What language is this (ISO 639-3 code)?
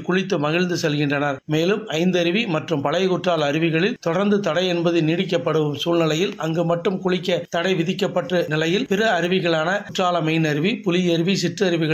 tam